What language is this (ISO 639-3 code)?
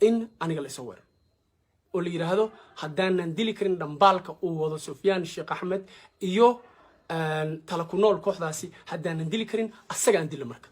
som